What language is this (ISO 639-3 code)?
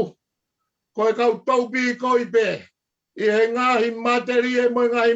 ton